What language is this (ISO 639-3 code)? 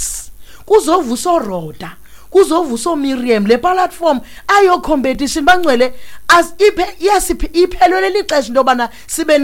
xho